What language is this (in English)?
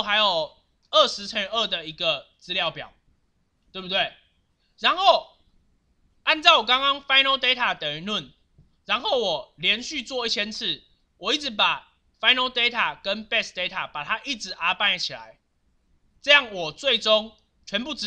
Chinese